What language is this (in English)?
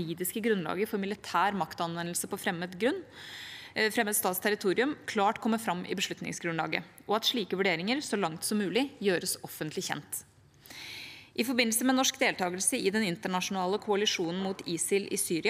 Norwegian